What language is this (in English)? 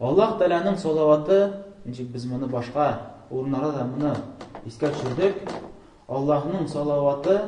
Tatar